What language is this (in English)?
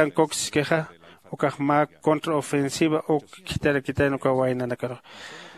Aymara